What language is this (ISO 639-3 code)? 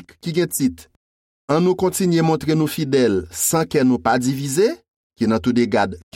hat